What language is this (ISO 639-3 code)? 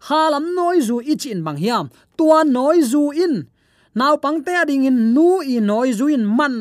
ctd